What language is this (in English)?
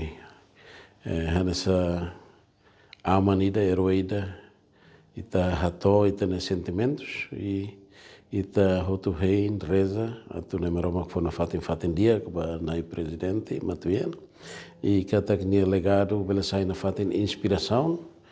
Tetum